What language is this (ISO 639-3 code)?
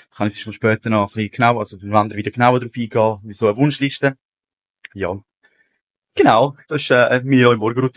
gsw